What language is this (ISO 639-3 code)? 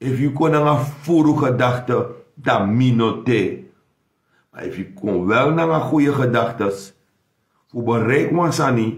srn